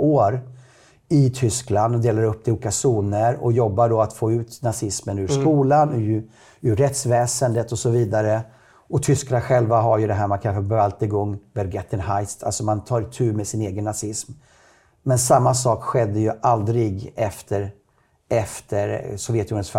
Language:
Swedish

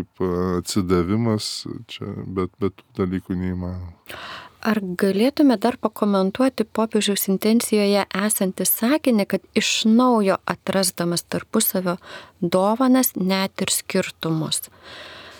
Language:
Lithuanian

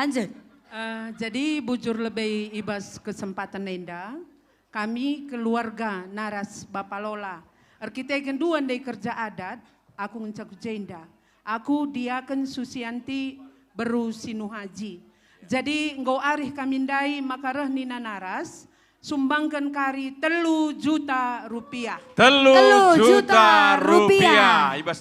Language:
Batak Karo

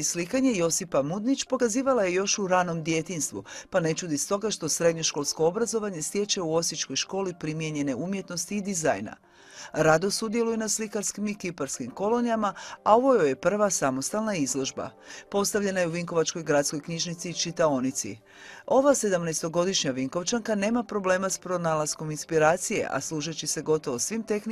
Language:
Croatian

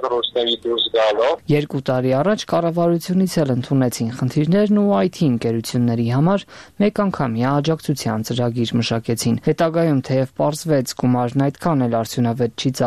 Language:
Armenian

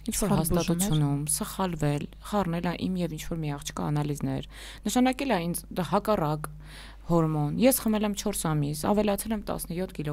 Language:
Armenian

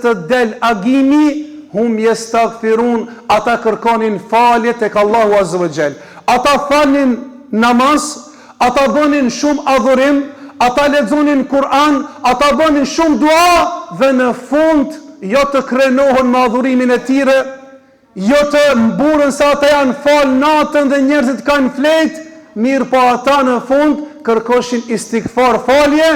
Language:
Albanian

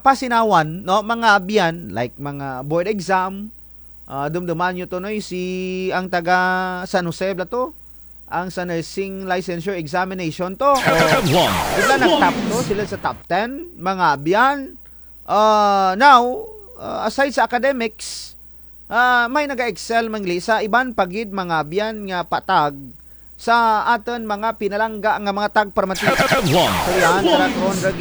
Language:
Kinaray-a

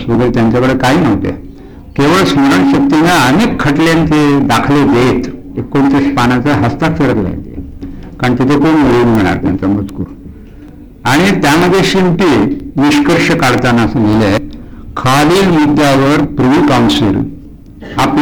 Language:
Marathi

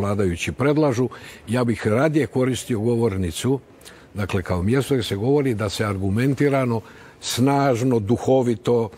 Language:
Croatian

